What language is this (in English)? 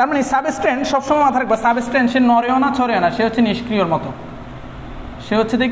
Bangla